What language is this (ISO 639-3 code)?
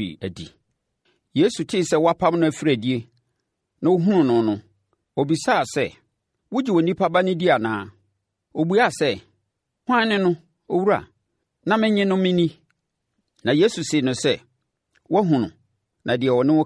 aka